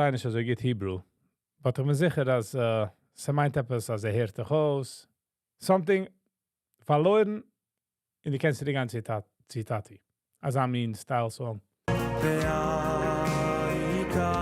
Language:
Yiddish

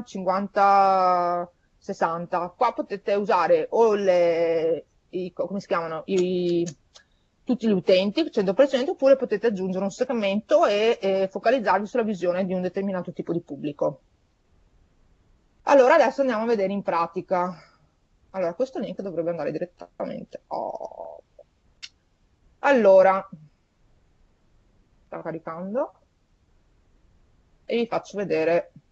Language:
Italian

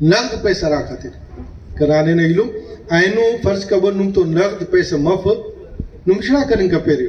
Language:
Brahui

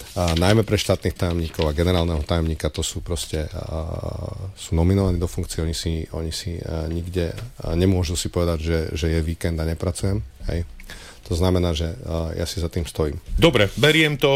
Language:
Slovak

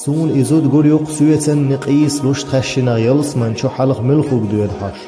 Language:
Chechen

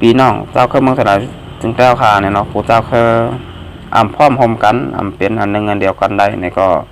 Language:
Shan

